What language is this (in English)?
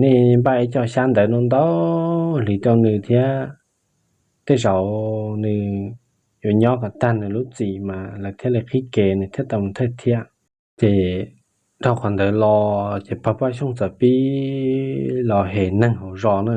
Hmong